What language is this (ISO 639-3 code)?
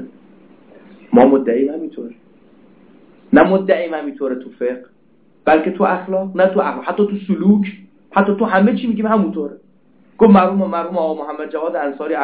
fas